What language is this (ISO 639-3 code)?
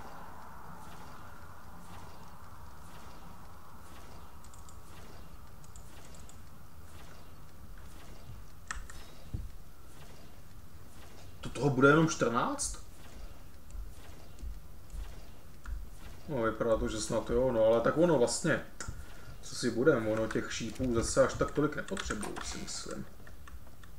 ces